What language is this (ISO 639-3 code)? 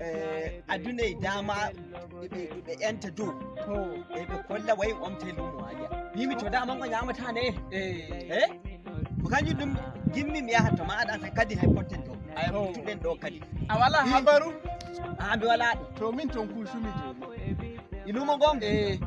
fuv